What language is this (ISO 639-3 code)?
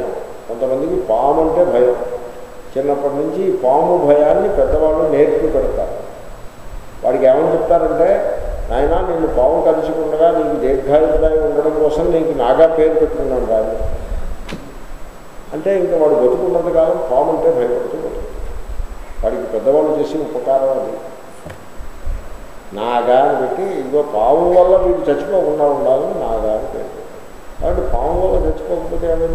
tel